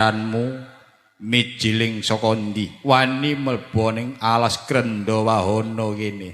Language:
Javanese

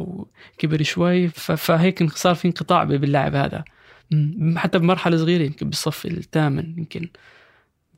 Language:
North Levantine Arabic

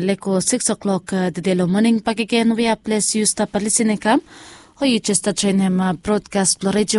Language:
Bislama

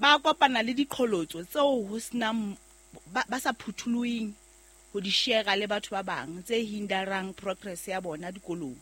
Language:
Southern Sotho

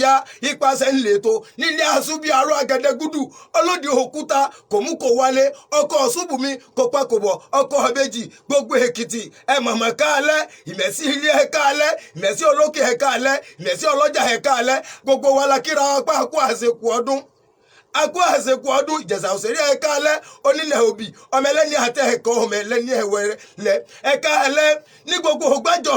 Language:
Yoruba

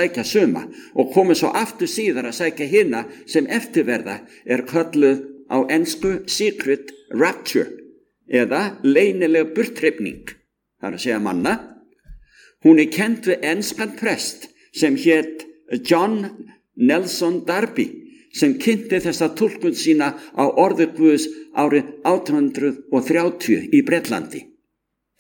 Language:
Icelandic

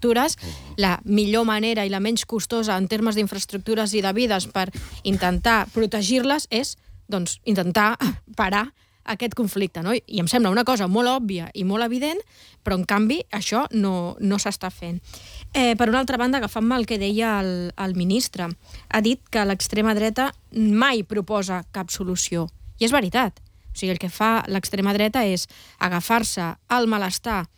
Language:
Catalan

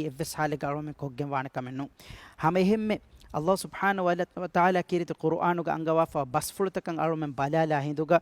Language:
Divehi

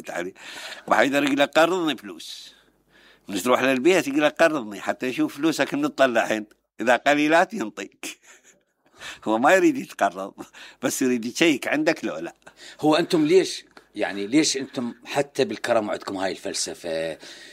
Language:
Mesopotamian Arabic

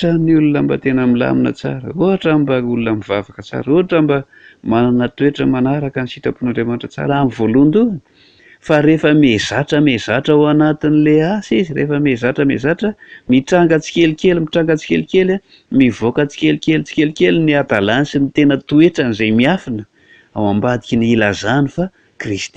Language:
Malagasy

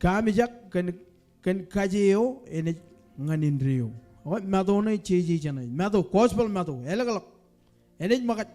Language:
Marshallese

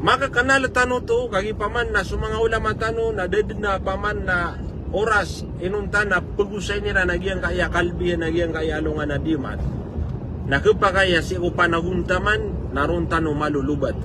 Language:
Maranao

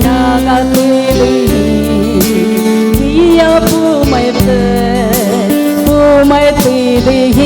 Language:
Poumei Naga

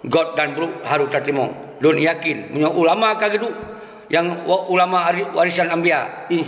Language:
Achinese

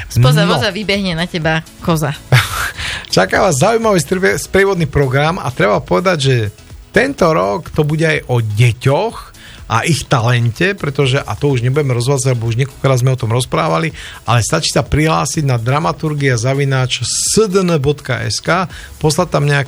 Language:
Slovak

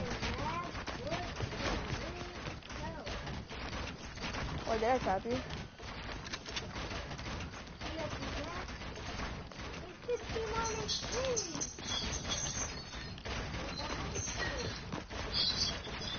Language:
English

